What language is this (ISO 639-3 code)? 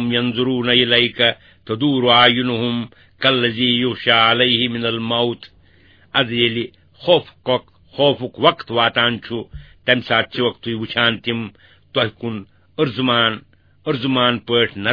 kas